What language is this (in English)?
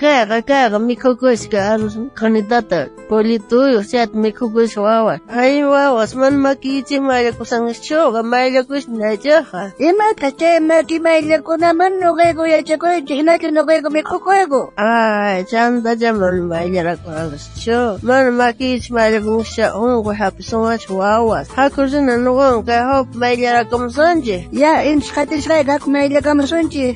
South Bolivian Quechua